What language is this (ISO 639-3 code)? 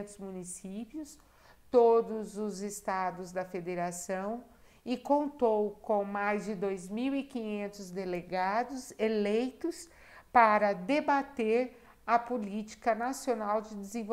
por